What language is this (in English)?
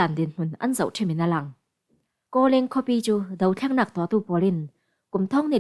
Falam Chin